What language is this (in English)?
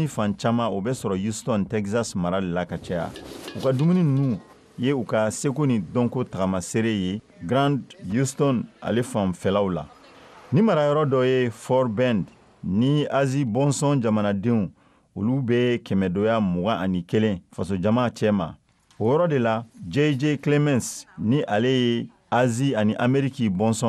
Bambara